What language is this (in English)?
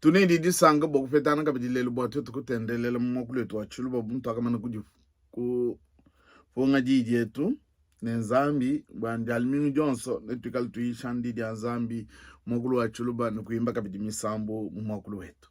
Luba-Lulua